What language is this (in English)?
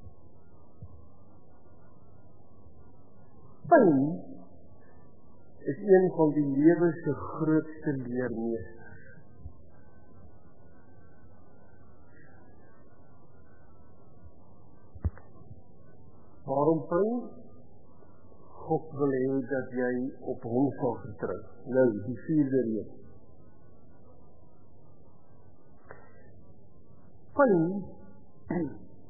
Afrikaans